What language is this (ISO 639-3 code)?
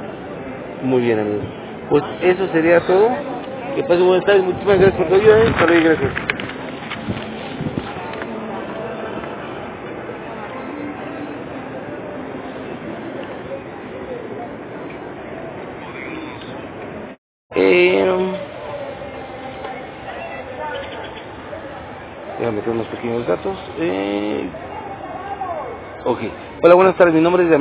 spa